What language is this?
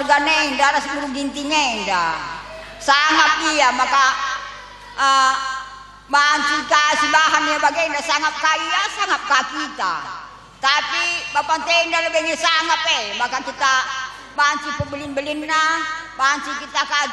Batak Karo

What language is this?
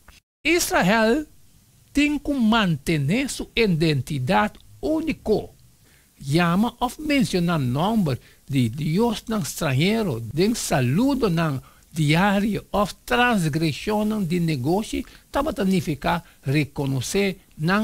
Papiamento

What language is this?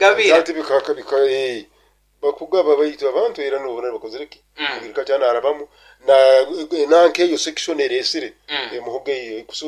Nyoro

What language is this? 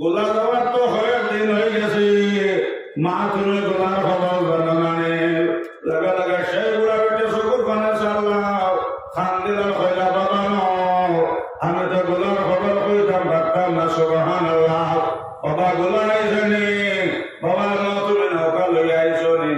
Sylheti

